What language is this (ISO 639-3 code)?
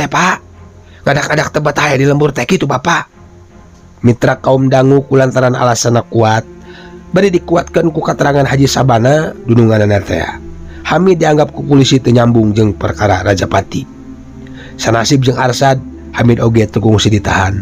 sun